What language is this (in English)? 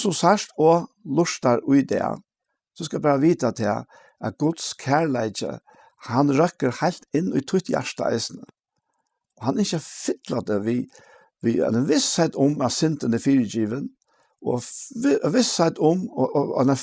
Faroese